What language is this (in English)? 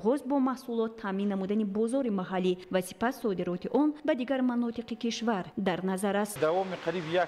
Tajik